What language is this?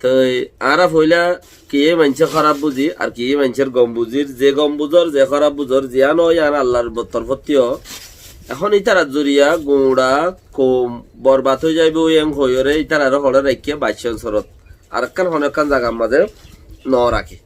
Rohingya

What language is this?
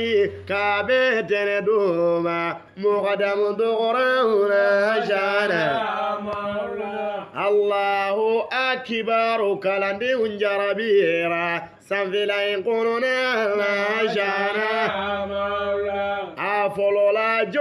Bambara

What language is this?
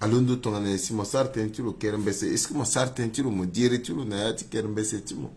Sango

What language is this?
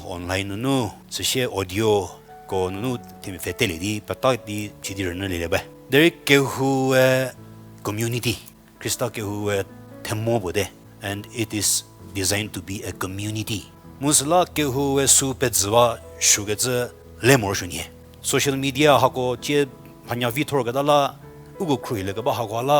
Angami Naga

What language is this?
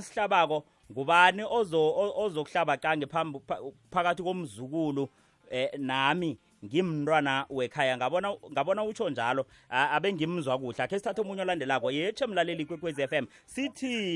South Ndebele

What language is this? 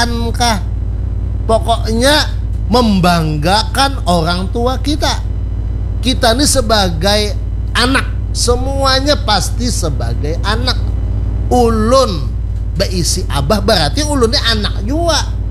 Banjar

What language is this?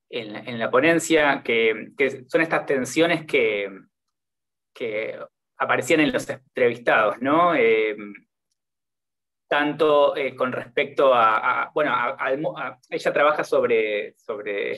Spanish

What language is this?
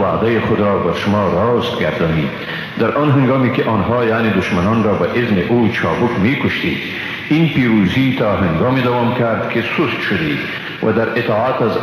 Persian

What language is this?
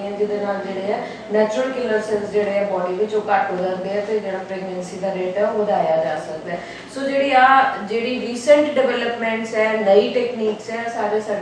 Punjabi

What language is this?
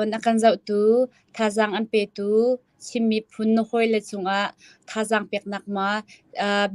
Hakha Chin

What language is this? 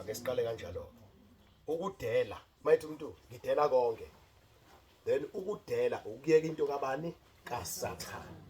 Zulu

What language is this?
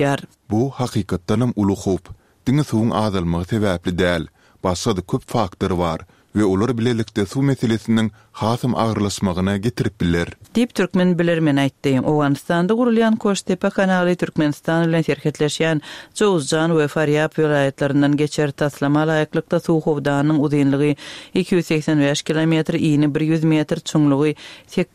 Turkmen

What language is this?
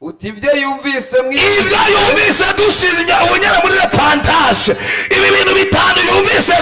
Rundi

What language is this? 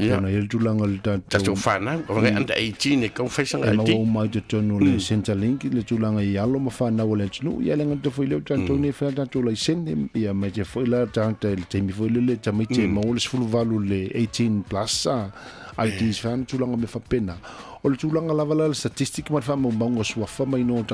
Samoan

